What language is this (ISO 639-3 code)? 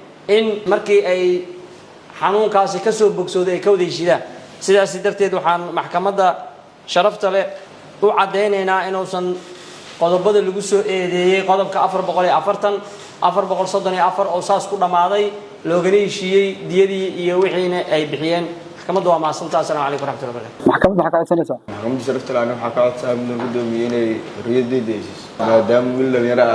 som